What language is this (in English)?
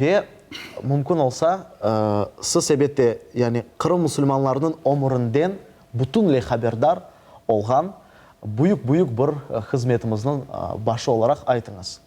Crimean Tatar